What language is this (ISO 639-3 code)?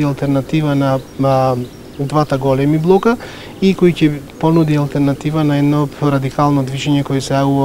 mkd